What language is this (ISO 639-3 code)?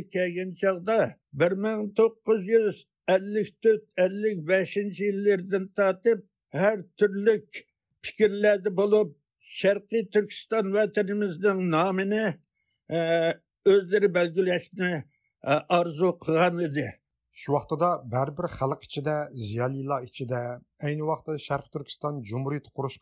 uig